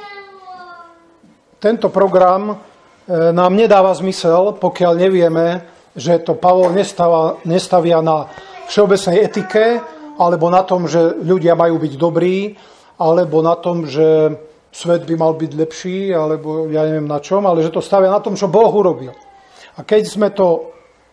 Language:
Slovak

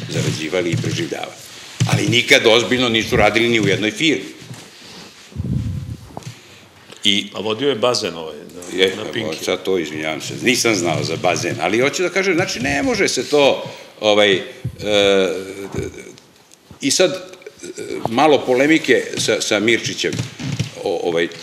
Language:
Serbian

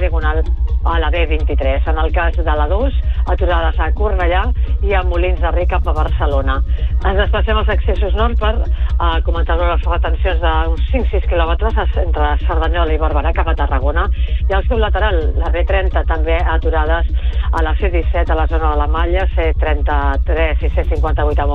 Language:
Catalan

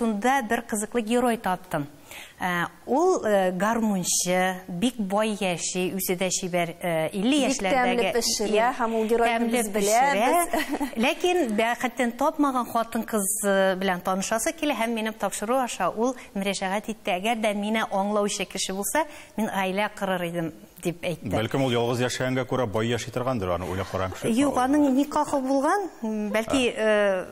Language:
Tatar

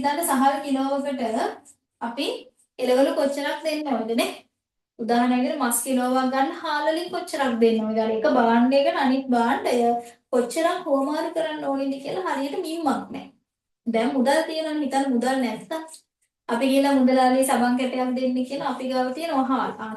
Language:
Sinhala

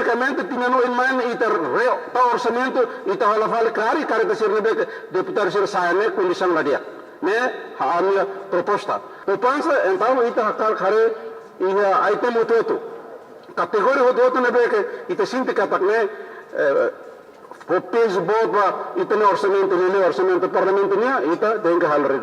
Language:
Tetum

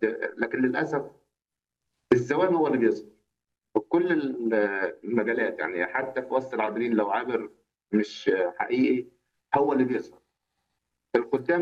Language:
Egyptian Arabic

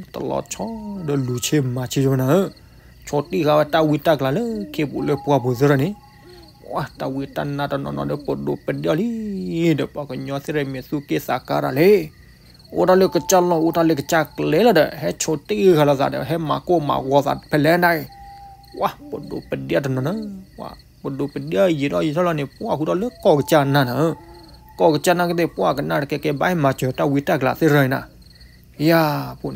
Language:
S'gaw Karen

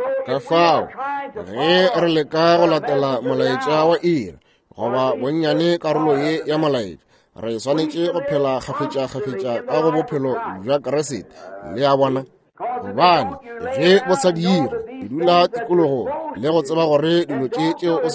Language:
Northern Sotho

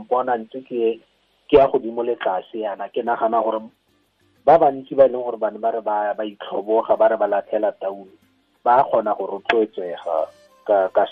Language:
Tswana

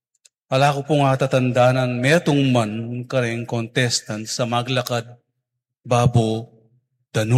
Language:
Pampanga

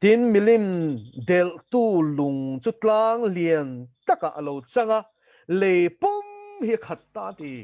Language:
Mizo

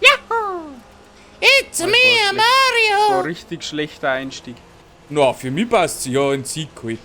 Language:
Bavarian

